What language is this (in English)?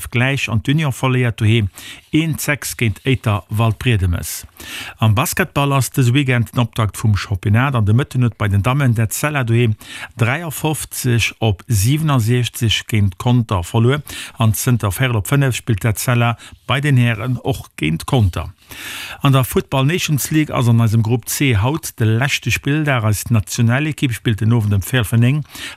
Luxembourgish